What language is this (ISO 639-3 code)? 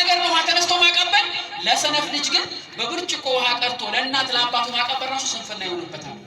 amh